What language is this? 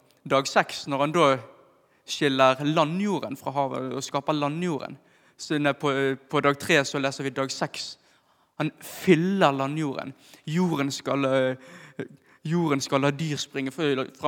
Norwegian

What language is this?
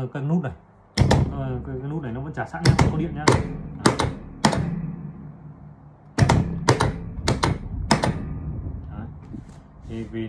Vietnamese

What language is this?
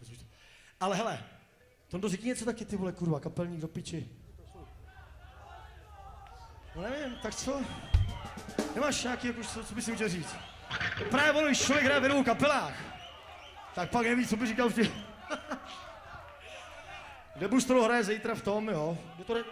Czech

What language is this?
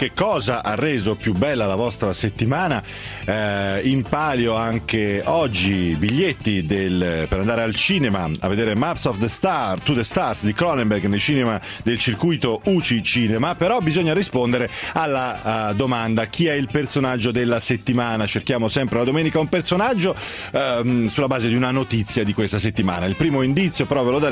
Italian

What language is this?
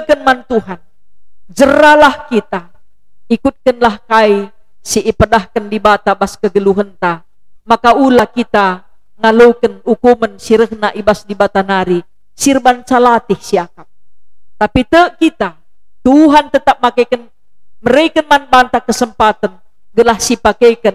Batak Karo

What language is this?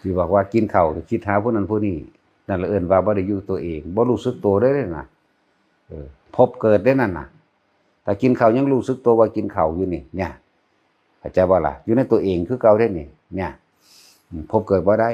Northeastern Thai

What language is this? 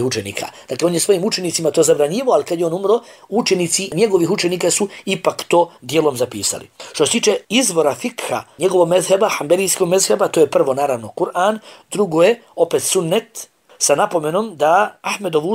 Bosnian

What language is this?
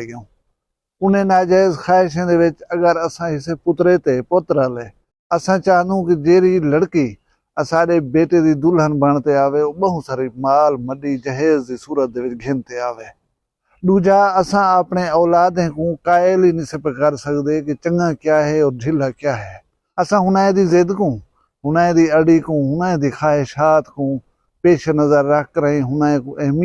Saraiki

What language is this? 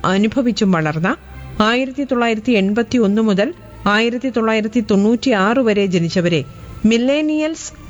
Malayalam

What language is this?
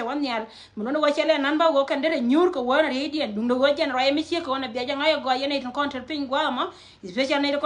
Nuer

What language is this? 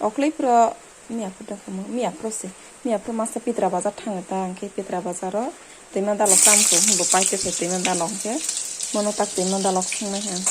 Kok Borok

